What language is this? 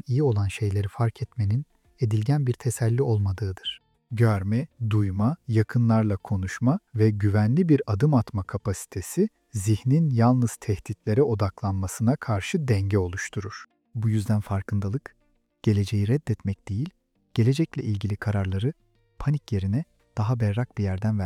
Turkish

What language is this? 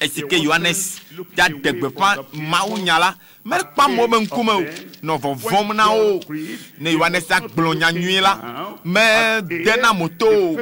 Ewe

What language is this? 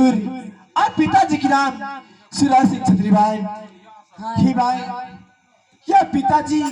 Maithili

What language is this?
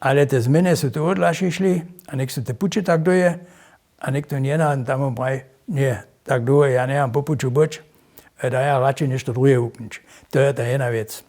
Upper Sorbian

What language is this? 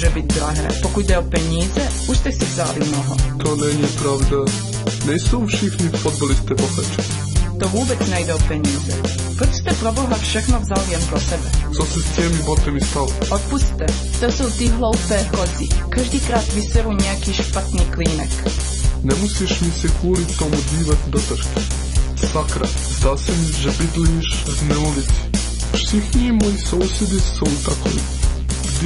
Czech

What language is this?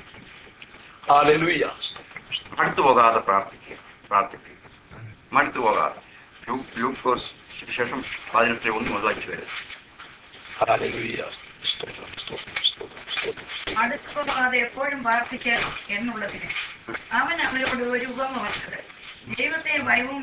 Malayalam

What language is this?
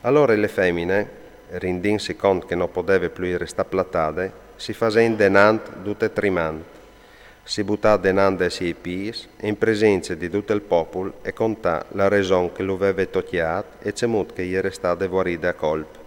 Friulian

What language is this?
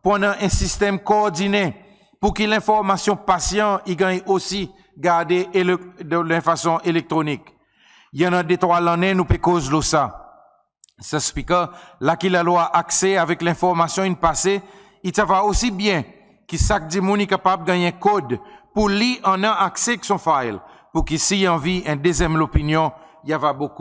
Seselwa Creole French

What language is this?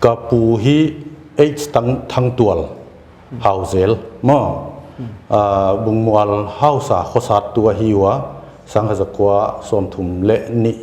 Paite Chin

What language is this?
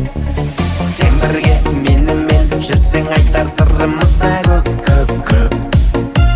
Kazakh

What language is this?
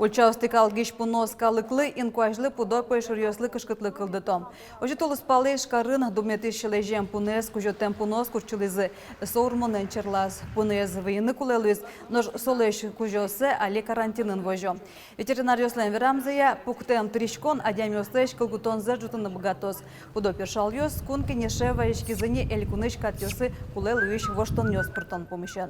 Udmurt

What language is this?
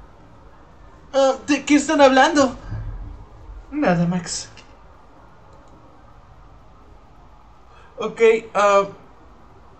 Spanish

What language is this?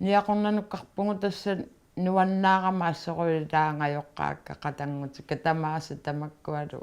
Kalaallisut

